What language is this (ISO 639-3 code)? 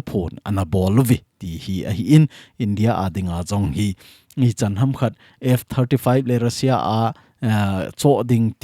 tcz